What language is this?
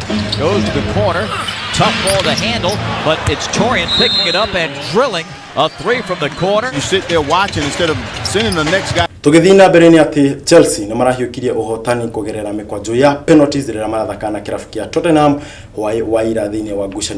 Kikuyu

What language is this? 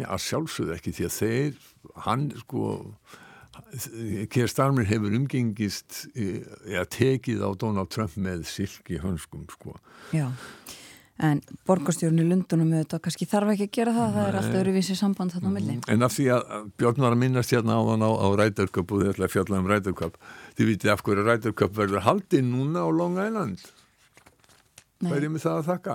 Icelandic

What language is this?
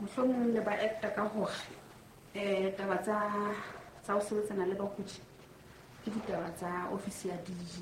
Southern Sotho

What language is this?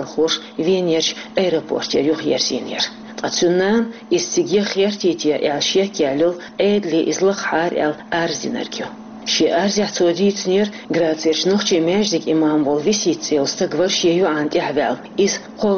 Chechen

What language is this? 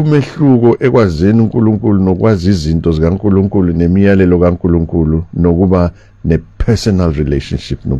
Zulu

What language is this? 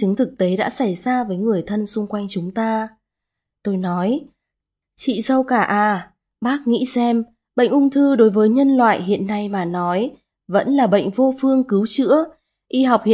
Vietnamese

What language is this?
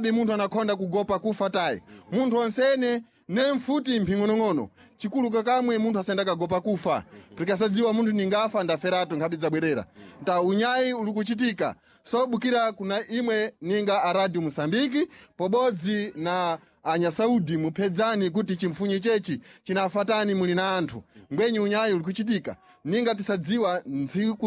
Sena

